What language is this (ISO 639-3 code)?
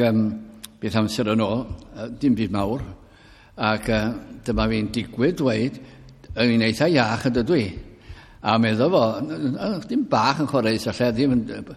cym